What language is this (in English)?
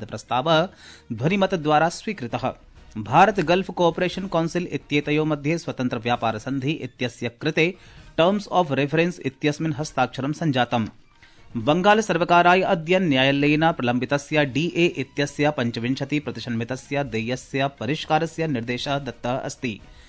Sanskrit